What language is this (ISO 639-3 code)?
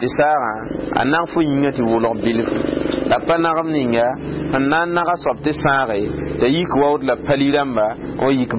mos